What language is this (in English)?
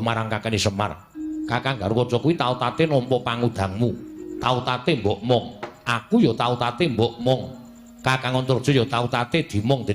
Javanese